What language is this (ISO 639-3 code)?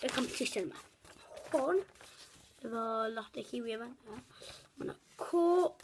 cym